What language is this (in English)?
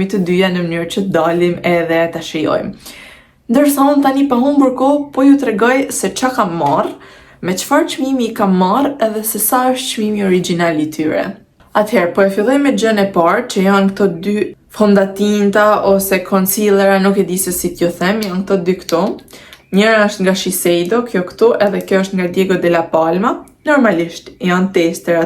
Albanian